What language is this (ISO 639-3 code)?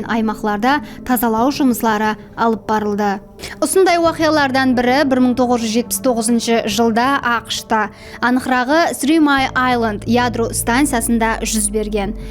kaa